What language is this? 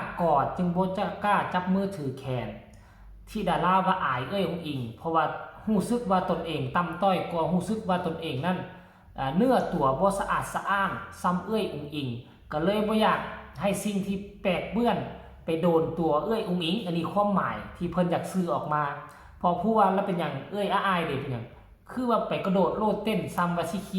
Northeastern Thai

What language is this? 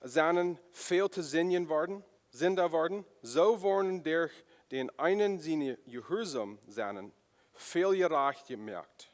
Plautdietsch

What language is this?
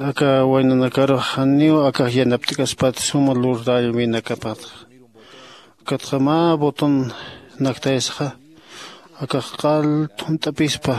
Aymara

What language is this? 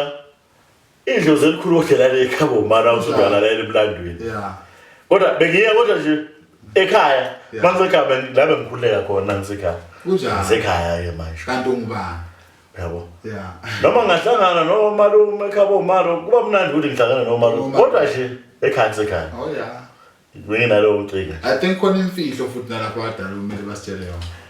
Zulu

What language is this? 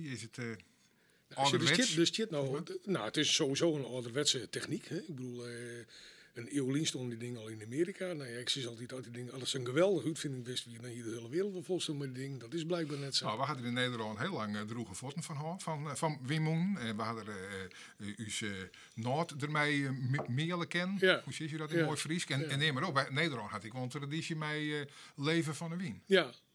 Western Frisian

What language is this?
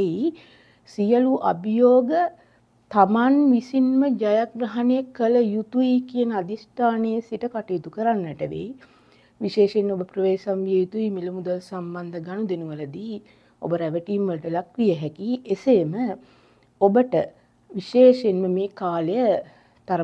Sinhala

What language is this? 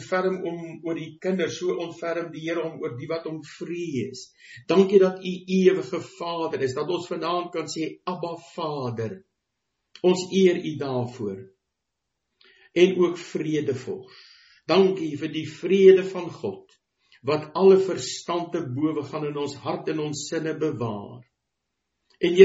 Afrikaans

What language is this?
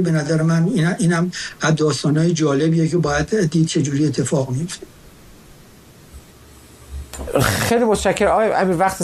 Persian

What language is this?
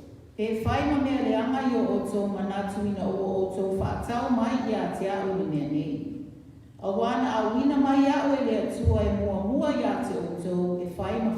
Samoan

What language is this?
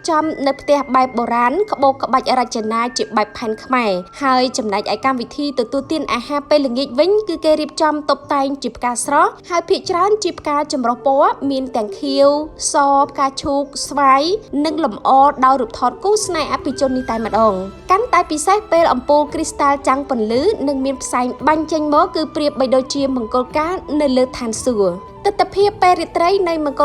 Khmer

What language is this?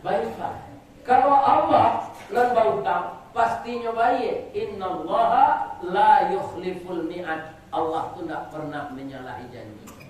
Minangkabau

